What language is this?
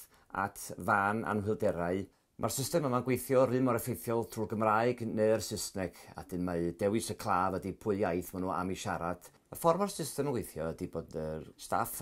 Welsh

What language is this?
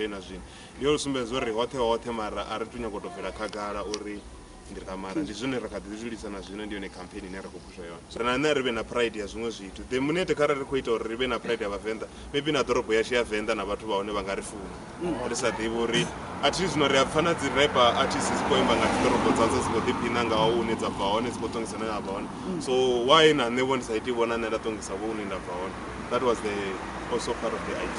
Venda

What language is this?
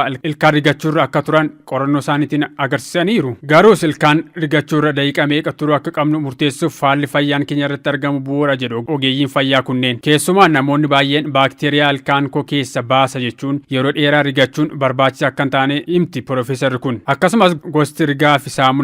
Oromo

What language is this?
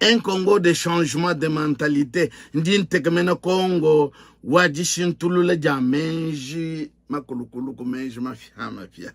Luba-Lulua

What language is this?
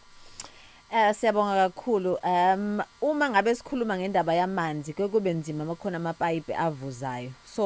Zulu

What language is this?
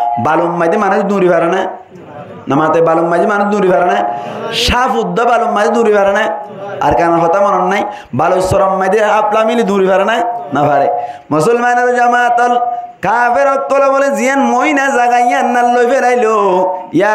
Rohingya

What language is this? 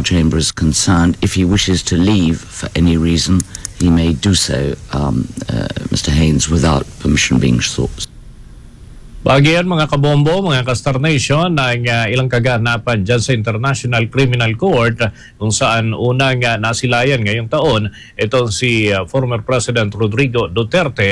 Filipino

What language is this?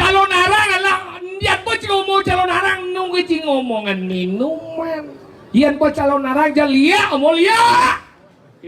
Balinese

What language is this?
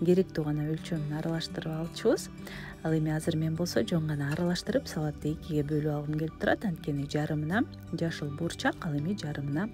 Kyrgyz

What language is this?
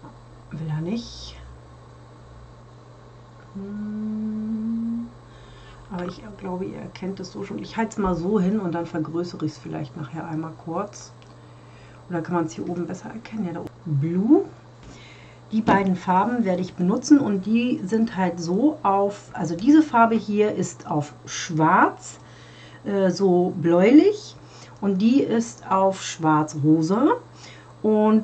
German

